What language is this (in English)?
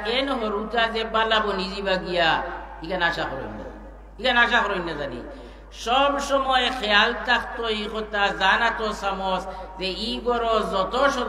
Sylheti